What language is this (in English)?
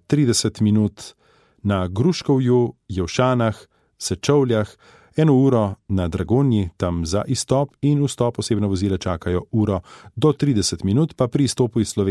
Slovenian